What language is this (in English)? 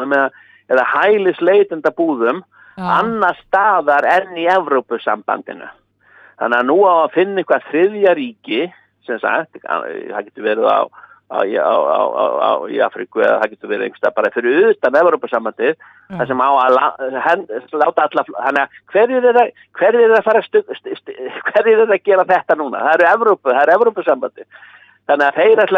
Icelandic